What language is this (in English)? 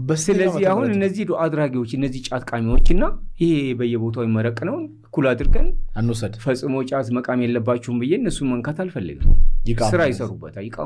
Amharic